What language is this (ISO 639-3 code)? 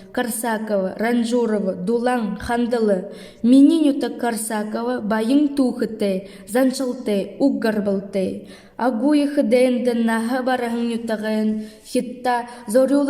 bua